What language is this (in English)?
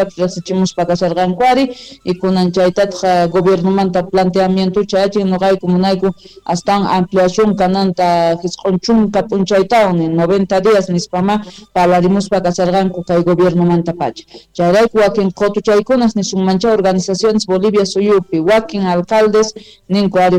South Bolivian Quechua